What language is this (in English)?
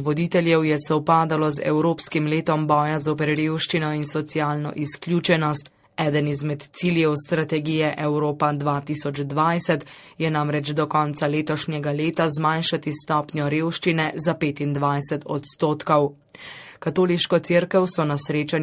Slovenian